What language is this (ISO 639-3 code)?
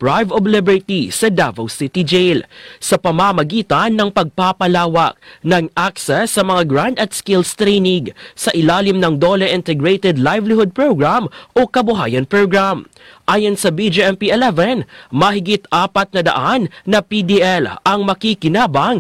fil